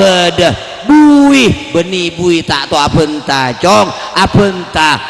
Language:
Madurese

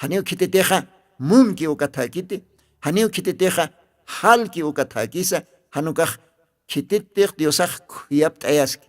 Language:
Aymara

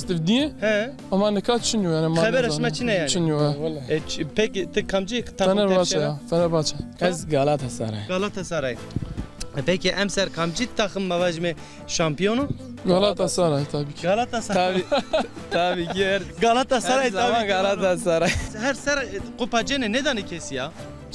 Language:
Zaza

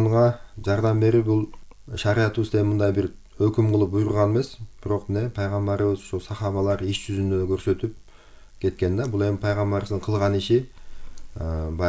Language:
Kyrgyz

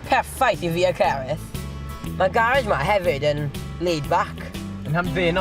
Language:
Welsh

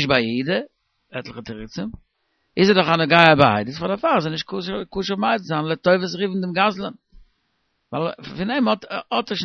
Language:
Yiddish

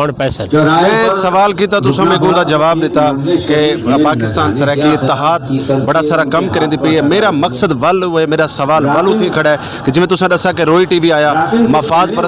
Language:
Saraiki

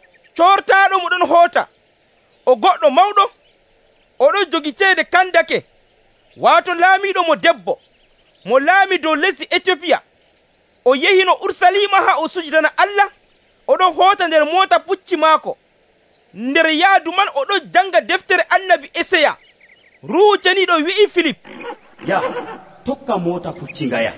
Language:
Nigerian Fulfulde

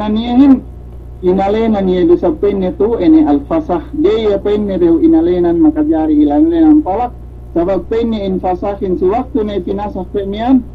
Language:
Yakan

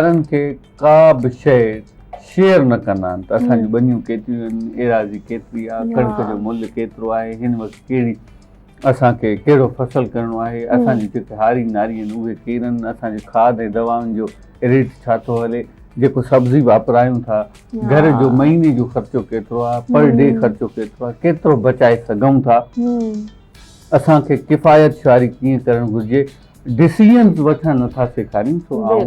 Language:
Sindhi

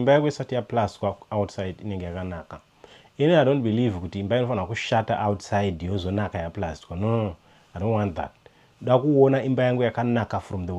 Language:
Shona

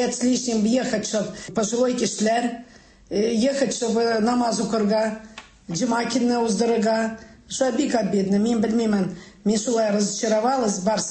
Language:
Tatar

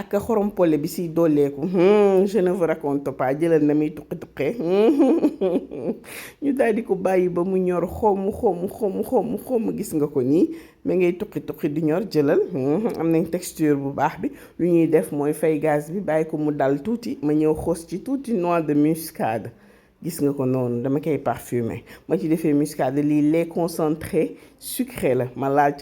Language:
Wolof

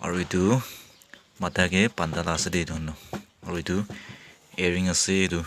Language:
Naga Pidgin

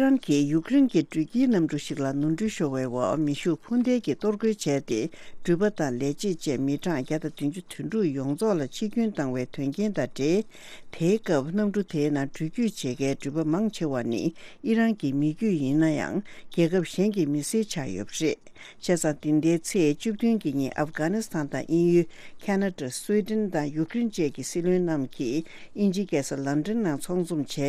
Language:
Tibetan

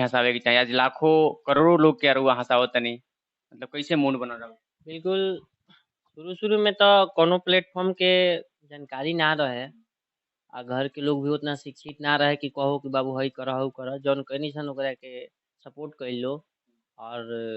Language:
Bhojpuri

